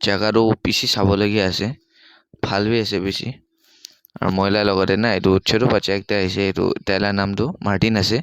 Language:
Naga Pidgin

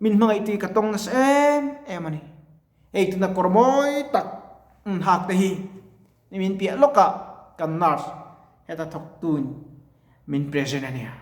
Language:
Mizo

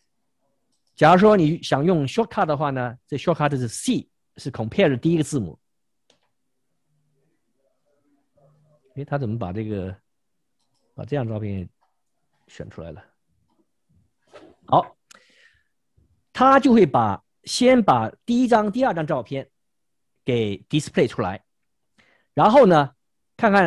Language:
Chinese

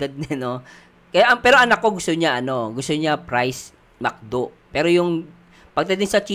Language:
Filipino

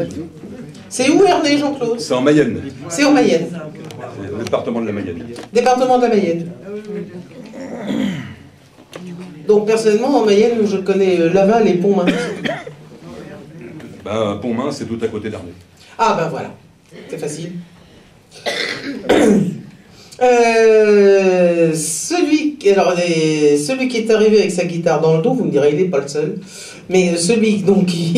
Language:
French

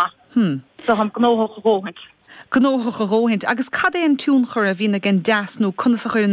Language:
Irish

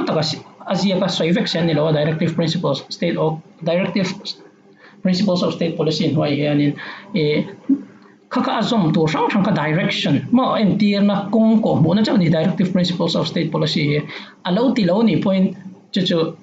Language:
Mizo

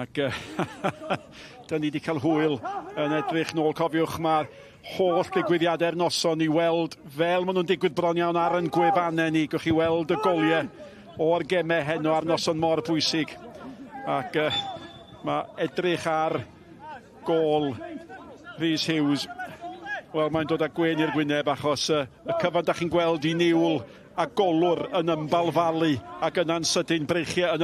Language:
Welsh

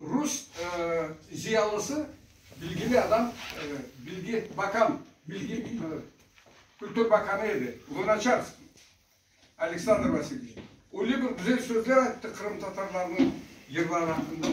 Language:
Crimean Tatar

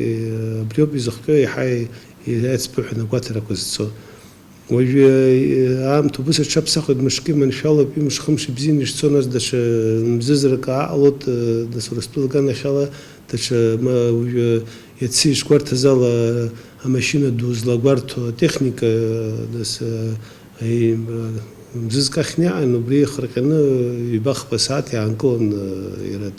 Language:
Abkhazian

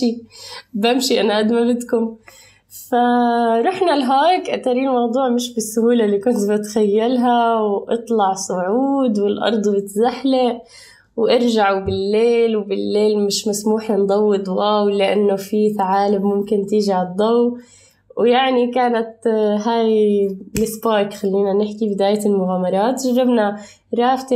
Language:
North Levantine Arabic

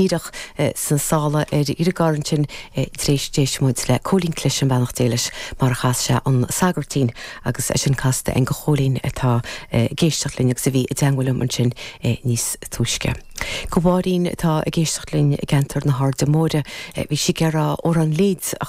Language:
Irish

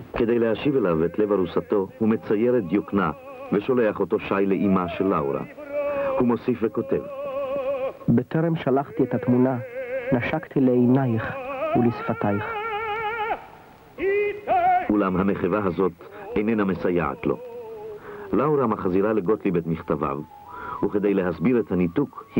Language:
Hebrew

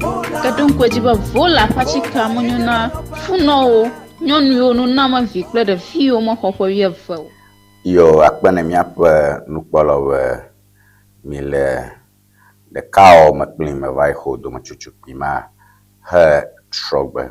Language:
Ewe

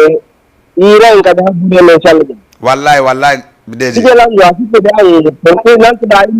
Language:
Fula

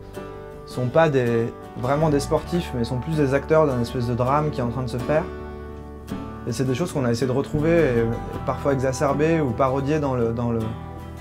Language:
French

